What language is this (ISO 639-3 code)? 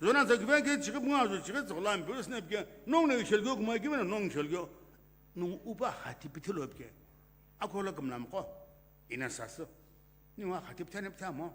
nsm